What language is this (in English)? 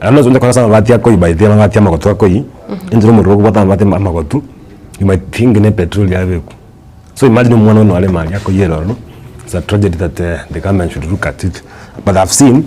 Gusii